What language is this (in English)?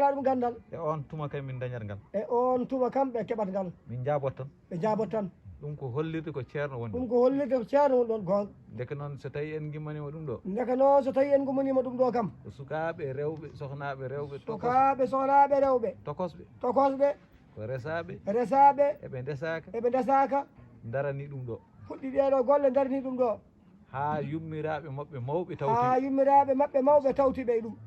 Fula